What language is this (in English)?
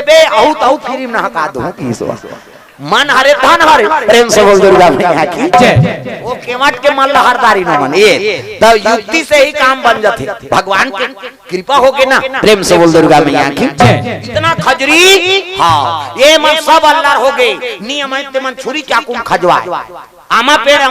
Chhattisgarhi